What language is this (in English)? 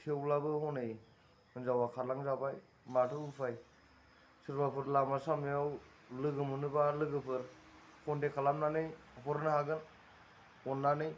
Bodo